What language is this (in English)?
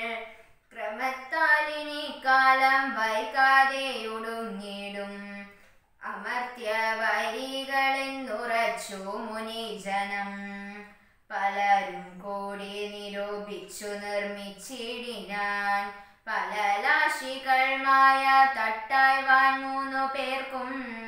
Malayalam